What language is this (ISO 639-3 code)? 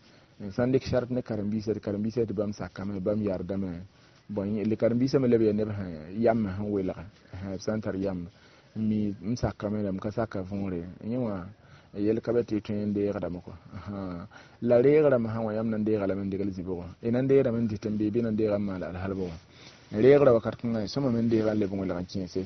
mos